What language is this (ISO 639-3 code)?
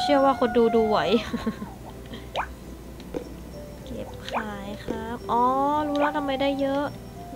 tha